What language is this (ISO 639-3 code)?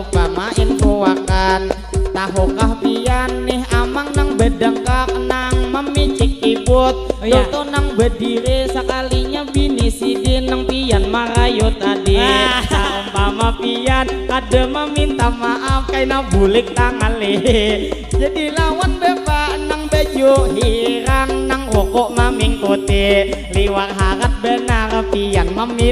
bjn